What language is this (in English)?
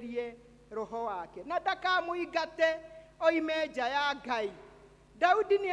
Kikuyu